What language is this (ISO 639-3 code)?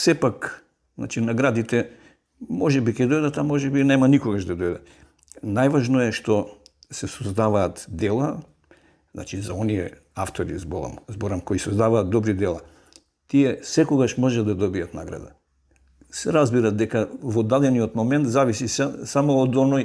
mkd